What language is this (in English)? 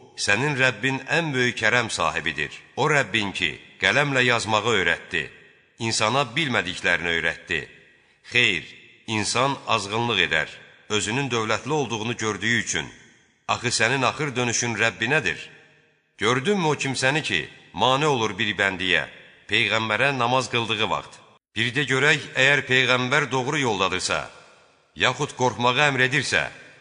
Azerbaijani